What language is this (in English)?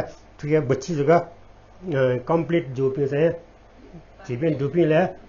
Newari